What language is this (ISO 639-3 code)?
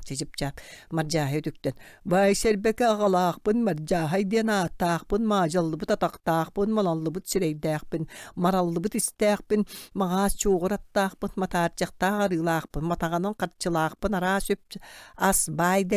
sah